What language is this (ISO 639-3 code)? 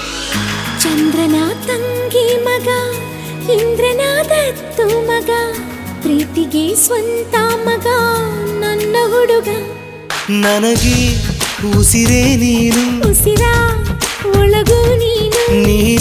kan